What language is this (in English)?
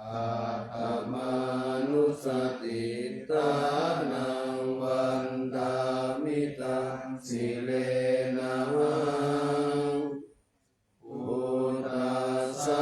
Pali